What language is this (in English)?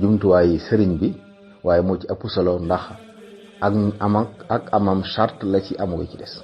Wolof